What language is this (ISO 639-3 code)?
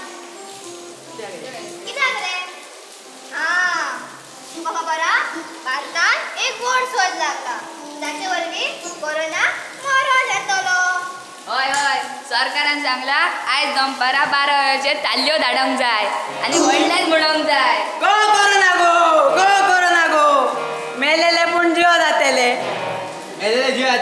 kok